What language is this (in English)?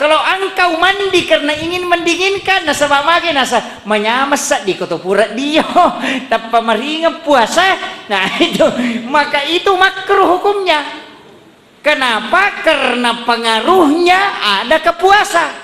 Buginese